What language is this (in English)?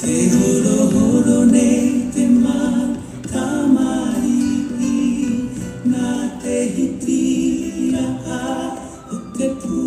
Tahitian